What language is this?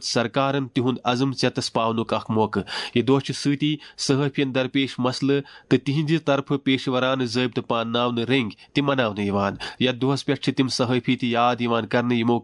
Kashmiri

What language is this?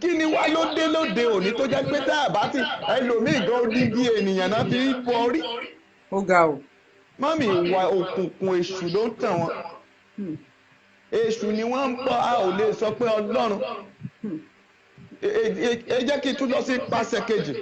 Yoruba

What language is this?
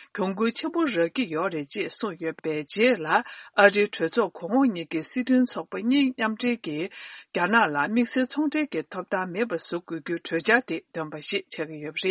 Tibetan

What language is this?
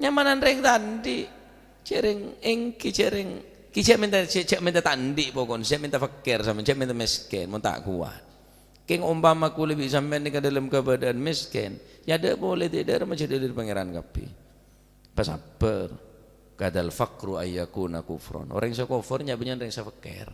Madurese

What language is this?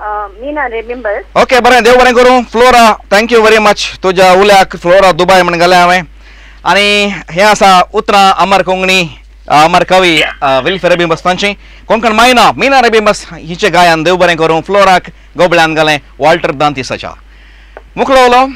Konkani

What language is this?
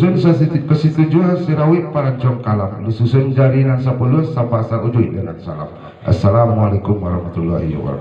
Minangkabau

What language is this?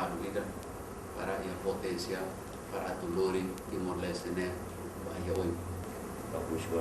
Tetum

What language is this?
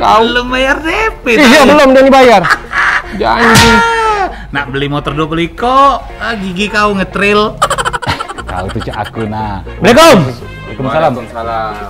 Musi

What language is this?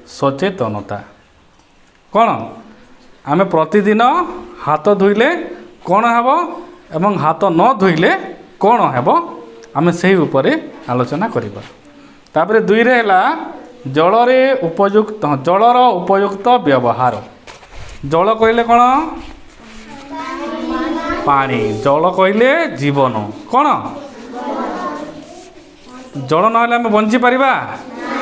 Odia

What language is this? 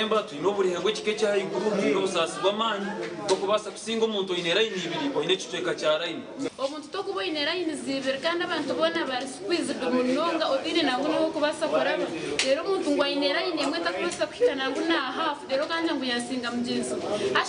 Nyankole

